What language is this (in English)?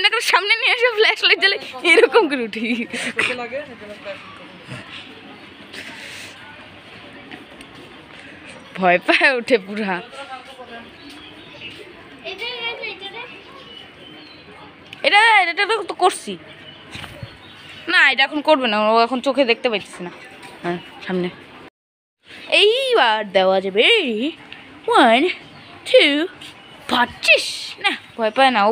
Bangla